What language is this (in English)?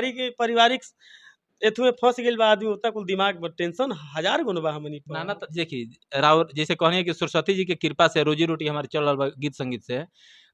Bhojpuri